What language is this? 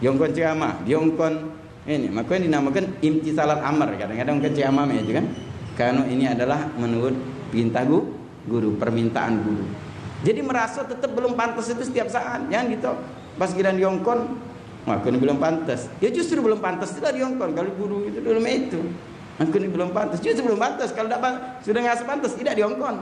Musi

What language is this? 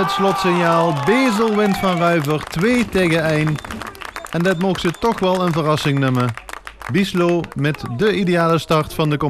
Limburgish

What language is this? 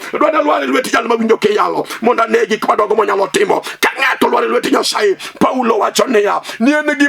Luo (Kenya and Tanzania)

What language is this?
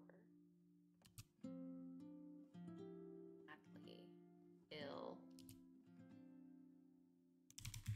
English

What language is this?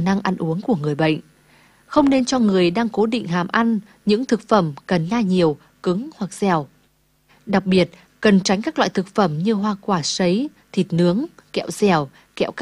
Vietnamese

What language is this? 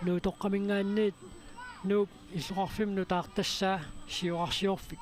Kalaallisut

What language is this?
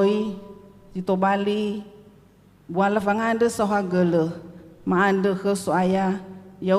Nias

